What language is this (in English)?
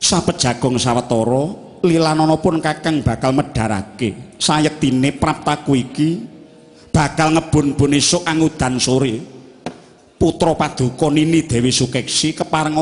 Javanese